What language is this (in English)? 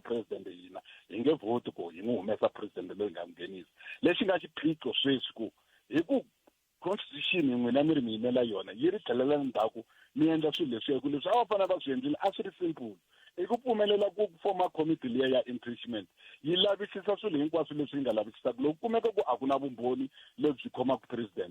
Tsonga